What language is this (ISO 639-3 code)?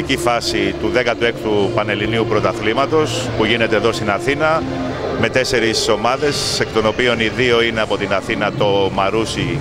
ell